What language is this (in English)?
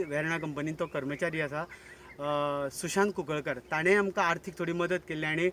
Konkani